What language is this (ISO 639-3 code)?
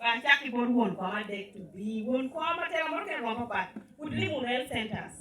laj